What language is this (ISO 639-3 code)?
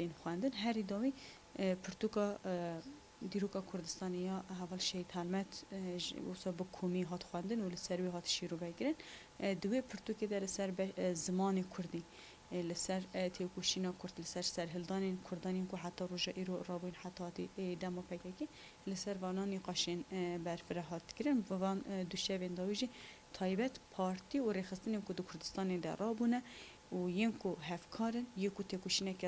kur